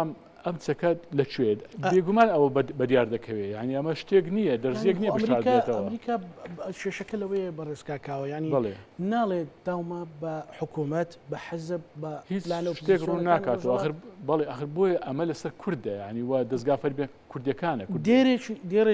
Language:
Central Kurdish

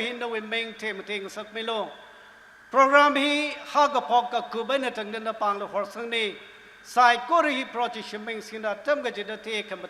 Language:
Tangkhul Naga (India)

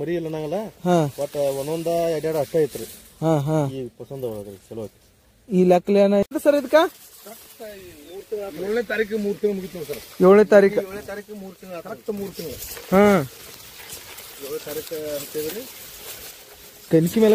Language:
Kannada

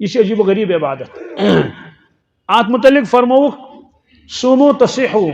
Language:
Kashmiri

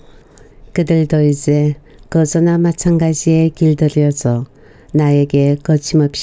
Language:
Korean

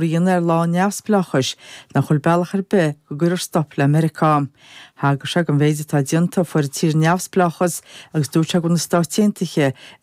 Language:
Irish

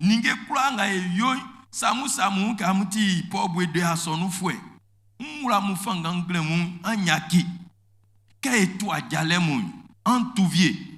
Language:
Baoulé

